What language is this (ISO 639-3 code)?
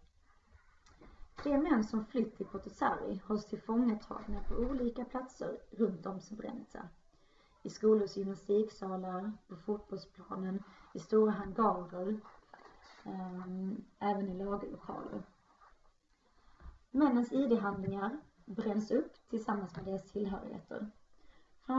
swe